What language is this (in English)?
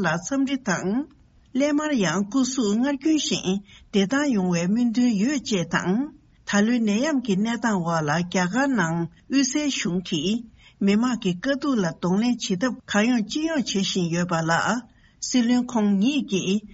Tibetan